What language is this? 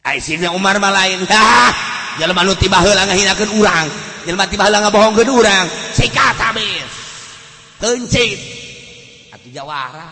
Sundanese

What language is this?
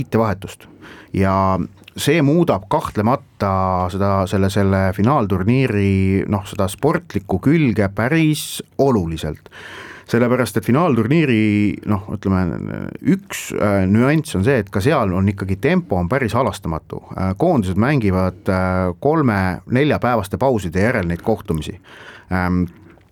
Estonian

